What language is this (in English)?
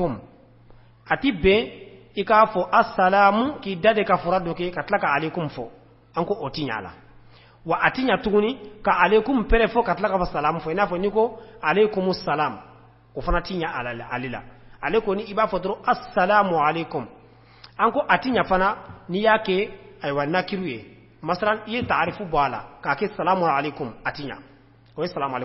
Bambara